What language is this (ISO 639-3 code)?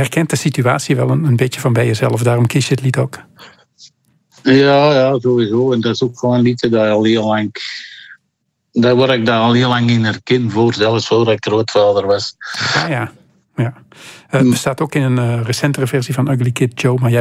nld